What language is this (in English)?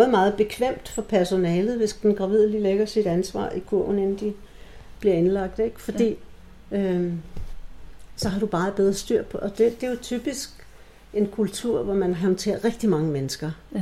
Danish